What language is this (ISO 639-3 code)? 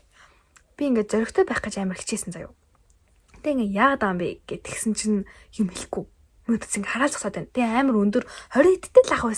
mon